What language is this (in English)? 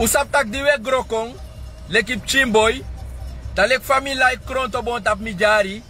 Sranan Tongo